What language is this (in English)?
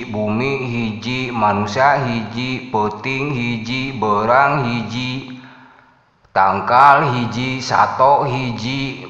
Sundanese